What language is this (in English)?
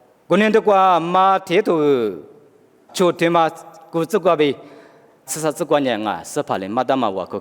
Lisu